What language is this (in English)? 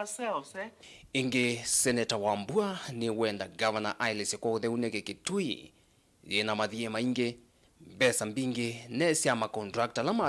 Kamba